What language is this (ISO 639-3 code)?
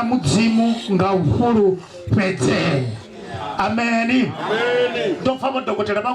ven